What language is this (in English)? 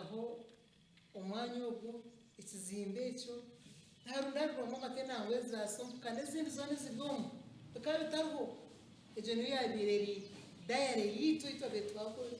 Nyankole